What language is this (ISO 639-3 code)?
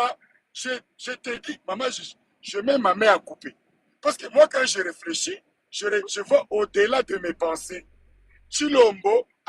lin